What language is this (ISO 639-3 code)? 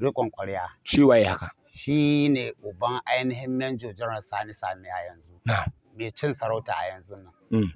hau